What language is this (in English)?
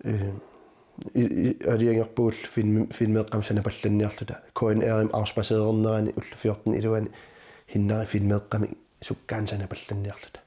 Kalaallisut